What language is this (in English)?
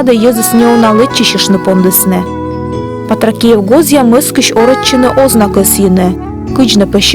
Komi